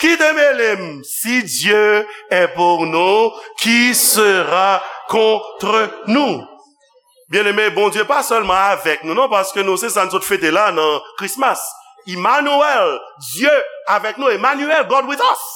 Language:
Haitian Creole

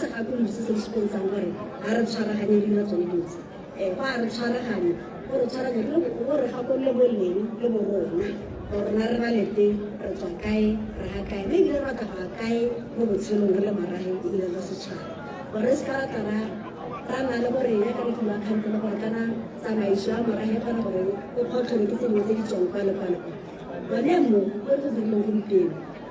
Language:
Tswana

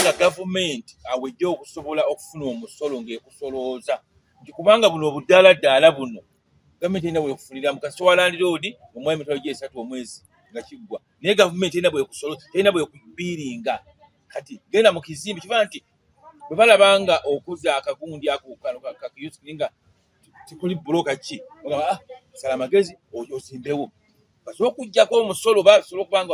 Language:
Ganda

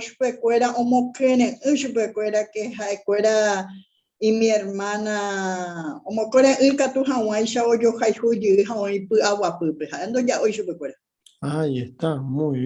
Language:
Guarani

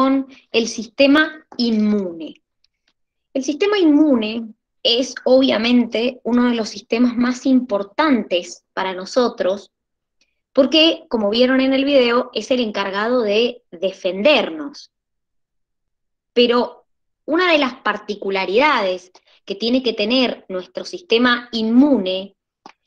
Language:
Spanish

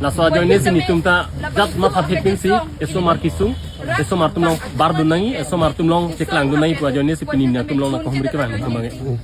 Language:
Karbi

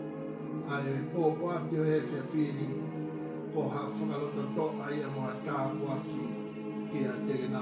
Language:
Tongan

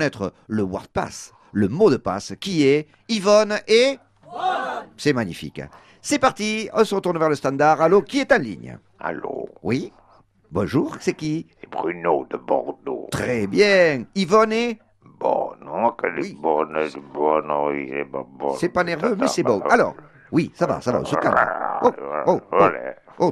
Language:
French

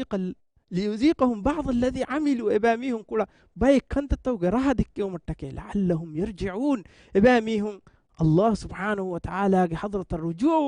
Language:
Divehi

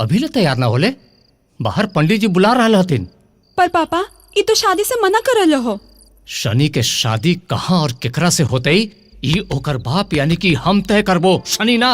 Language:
Magahi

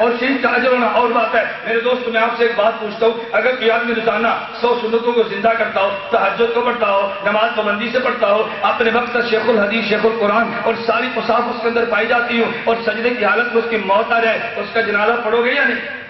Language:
Urdu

